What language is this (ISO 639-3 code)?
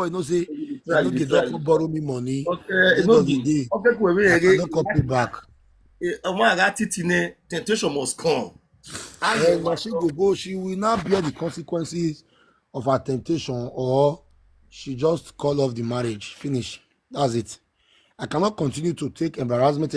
pcm